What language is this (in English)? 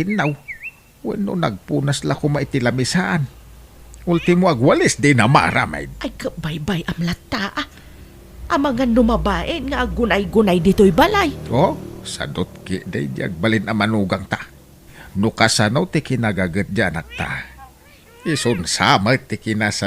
Iloko